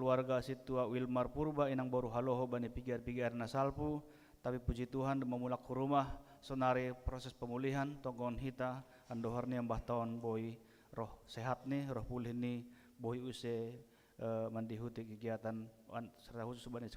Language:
Batak Simalungun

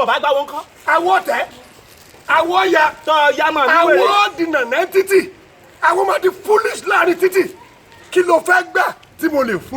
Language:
Yoruba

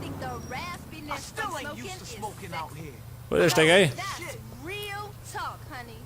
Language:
Bavarian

